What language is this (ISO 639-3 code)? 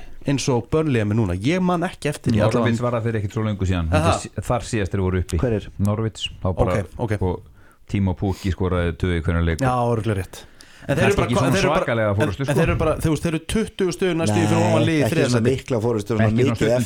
isl